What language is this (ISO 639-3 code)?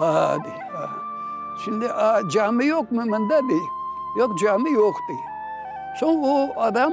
crh